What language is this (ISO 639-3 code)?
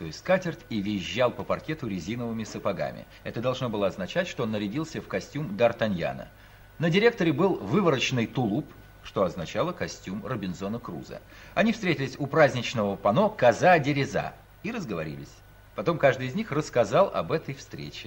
rus